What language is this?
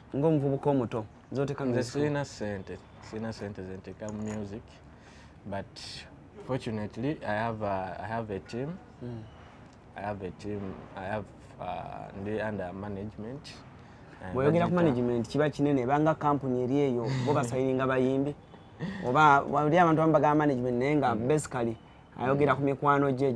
Ganda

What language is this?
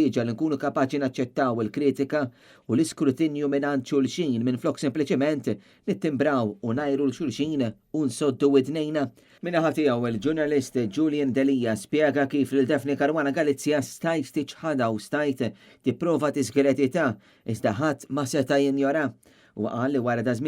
Maltese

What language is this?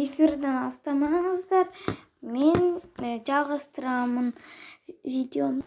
Kazakh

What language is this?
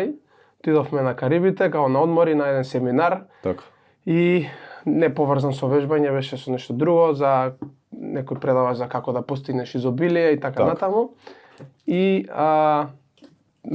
Macedonian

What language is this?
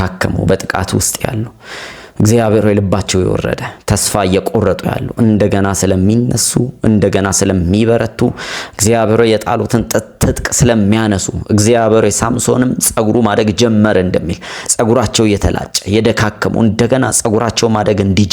Amharic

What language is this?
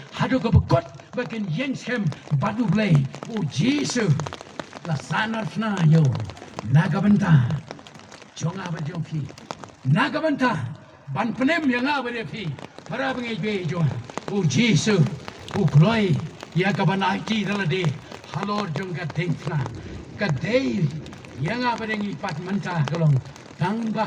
Khasi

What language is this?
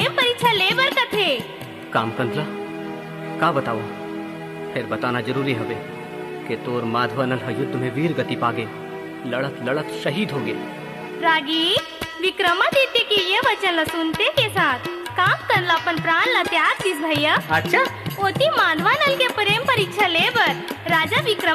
Chhattisgarhi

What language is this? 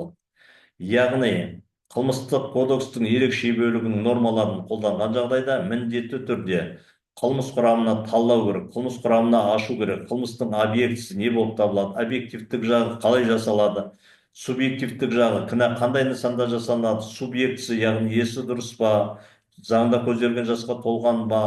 Kazakh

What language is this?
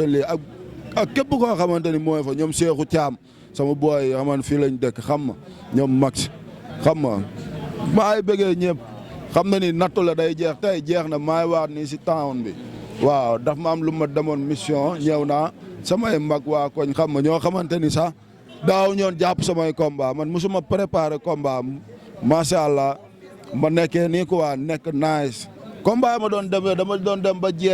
Wolof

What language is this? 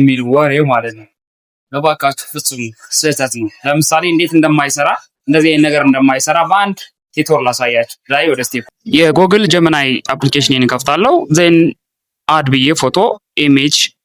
Amharic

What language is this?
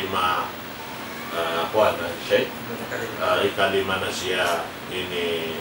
Tausug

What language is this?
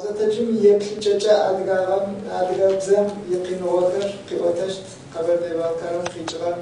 Kabardian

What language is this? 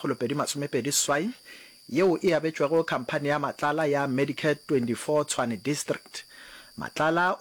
Northern Sotho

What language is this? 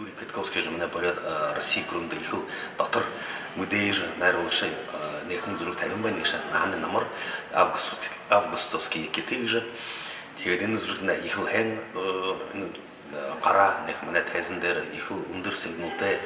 Buriat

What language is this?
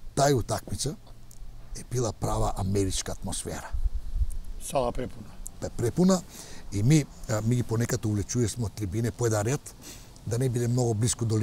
Macedonian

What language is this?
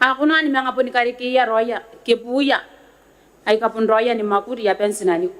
Gilbertese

